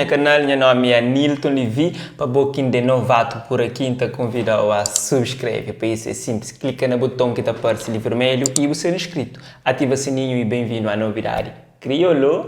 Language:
Kabuverdianu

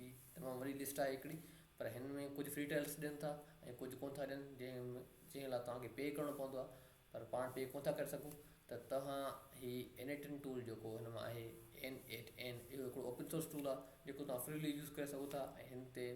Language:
Sindhi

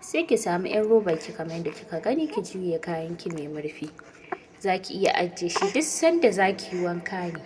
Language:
Hausa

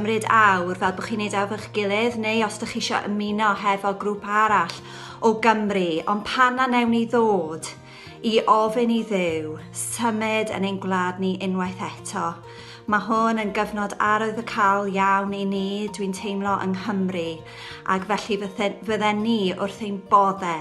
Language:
Welsh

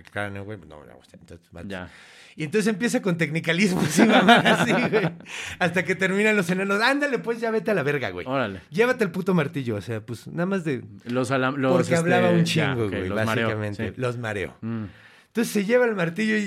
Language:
Spanish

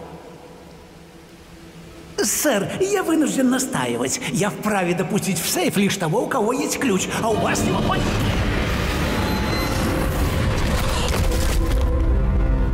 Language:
Russian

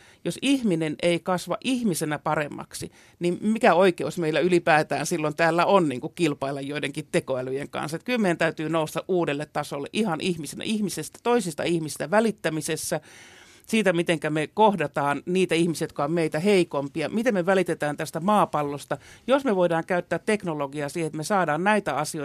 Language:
Finnish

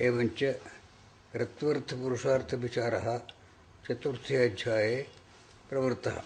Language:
Sanskrit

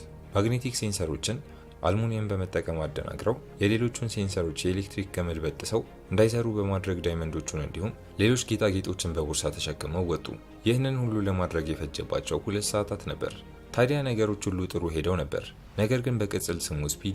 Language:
Amharic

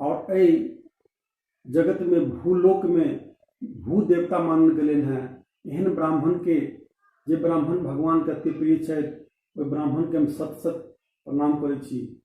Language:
Maithili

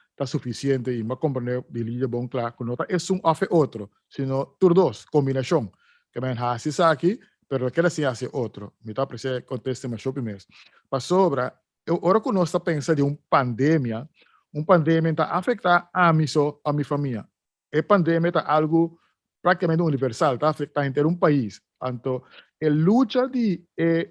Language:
Papiamento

